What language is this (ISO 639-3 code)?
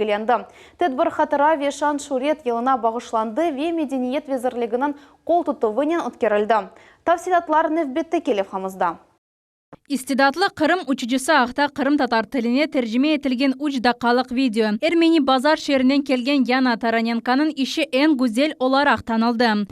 crh